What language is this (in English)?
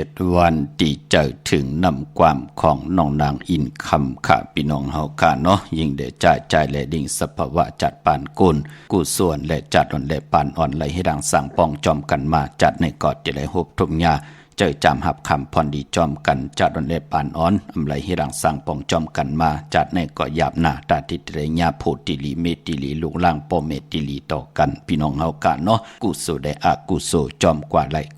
Shan